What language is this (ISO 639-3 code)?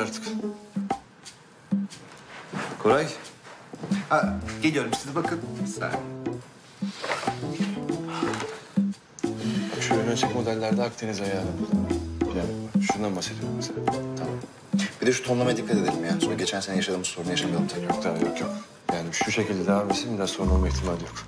tur